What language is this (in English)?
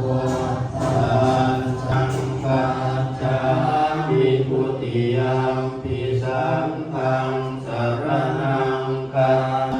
Pali